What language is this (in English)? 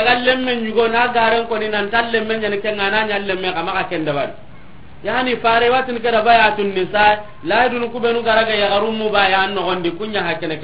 Soninke